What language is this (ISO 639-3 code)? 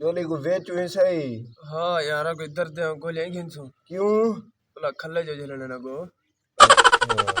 skr